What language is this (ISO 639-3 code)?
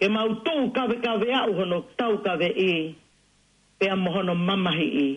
ton